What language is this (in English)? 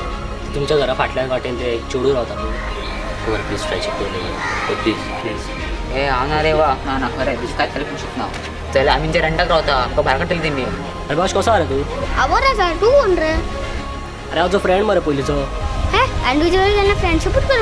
Konkani